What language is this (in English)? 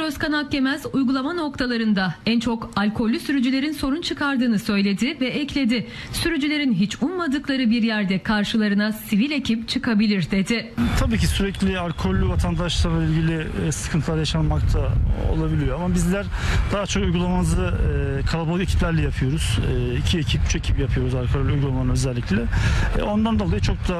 Turkish